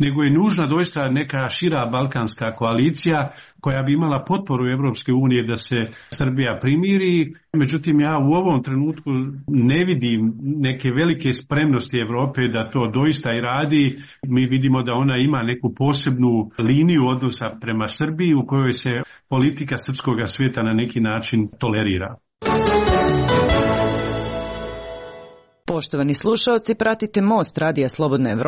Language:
Croatian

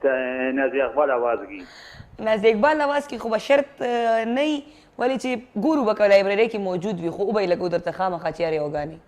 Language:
Pashto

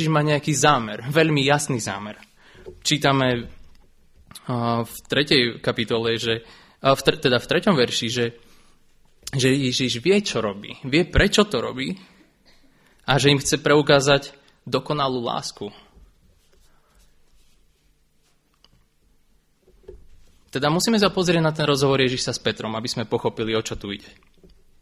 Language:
Slovak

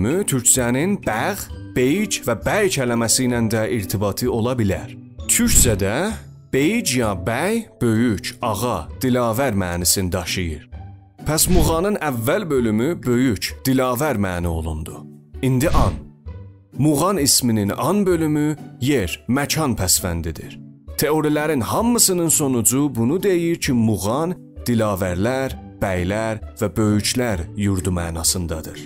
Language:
South Azerbaijani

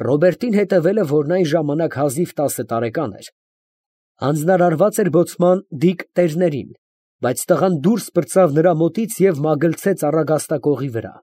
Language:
Armenian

